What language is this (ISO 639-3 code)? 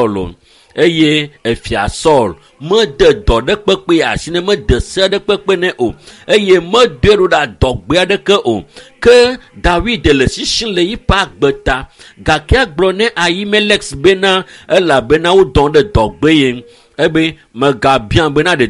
ewe